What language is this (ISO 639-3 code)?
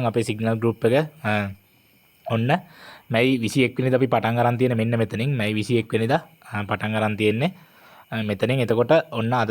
sin